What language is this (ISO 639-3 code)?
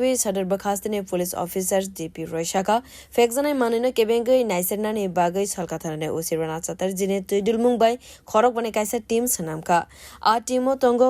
trp